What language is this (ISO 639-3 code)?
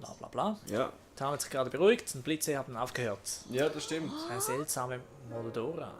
gsw